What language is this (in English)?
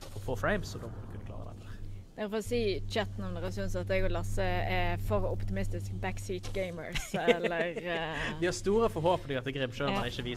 Norwegian